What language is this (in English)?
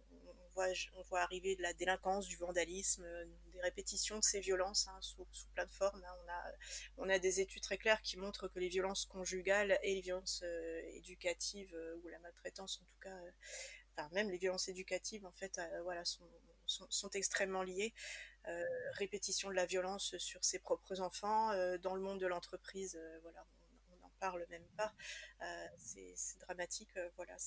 French